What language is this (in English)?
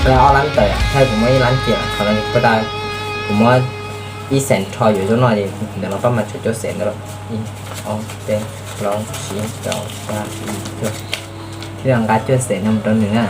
Hmong